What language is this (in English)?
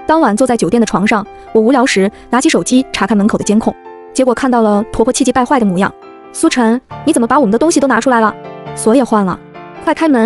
Chinese